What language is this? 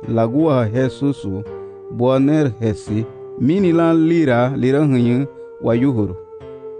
Garifuna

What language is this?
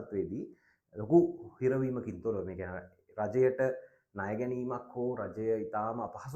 Sinhala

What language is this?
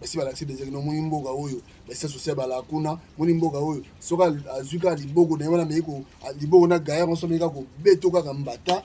Lingala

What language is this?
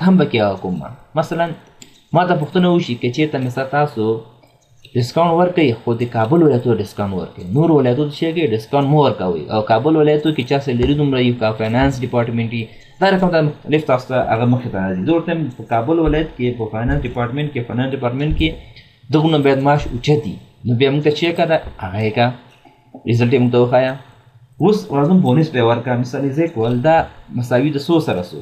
Pashto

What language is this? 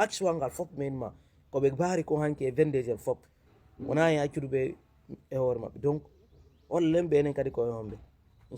Fula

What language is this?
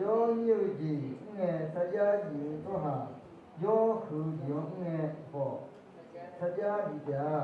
Akha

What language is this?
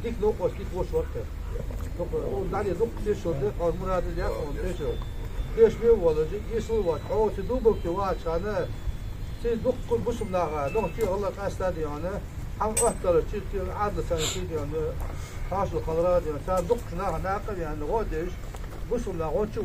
Ingush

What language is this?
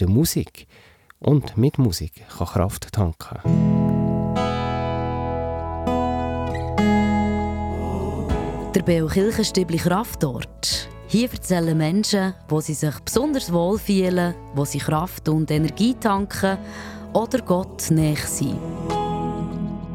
German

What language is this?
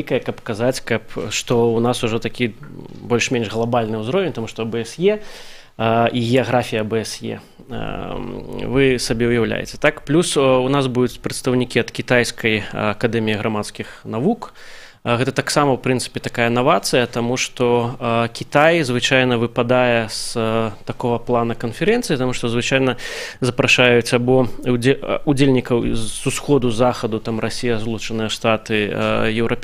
Belarusian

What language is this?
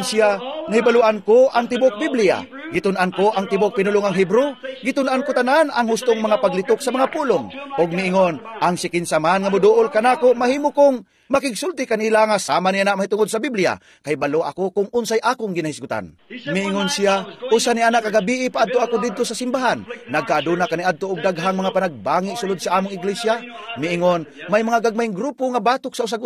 Cebuano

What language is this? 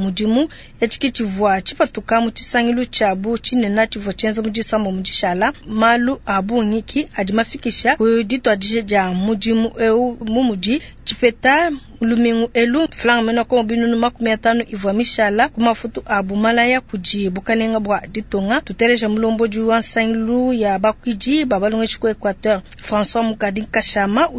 Luba-Lulua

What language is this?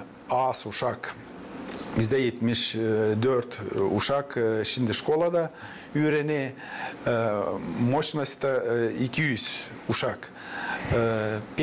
Gagauz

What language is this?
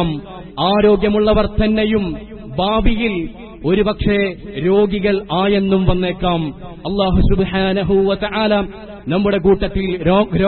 Malayalam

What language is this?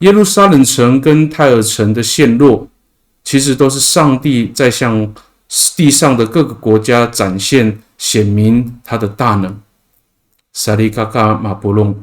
Amis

